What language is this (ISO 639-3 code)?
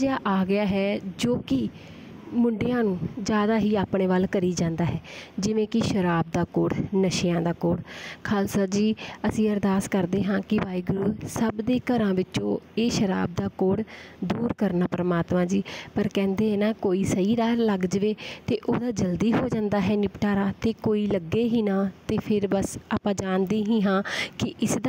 pan